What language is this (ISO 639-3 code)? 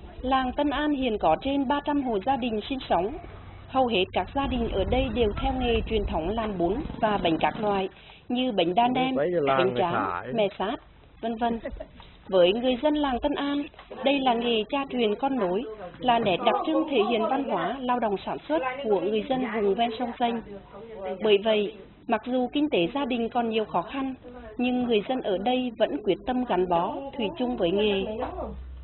vie